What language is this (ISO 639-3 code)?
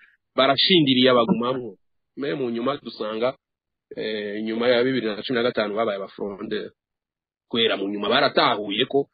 run